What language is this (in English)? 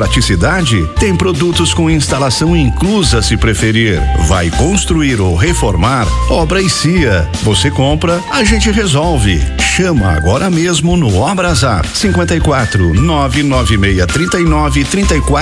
Portuguese